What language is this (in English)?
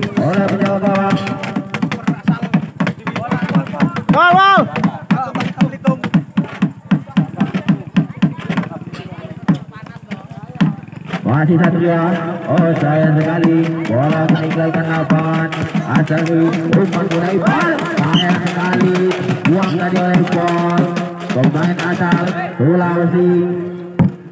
Indonesian